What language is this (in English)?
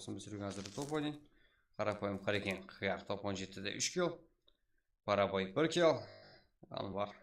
Kara-Kalpak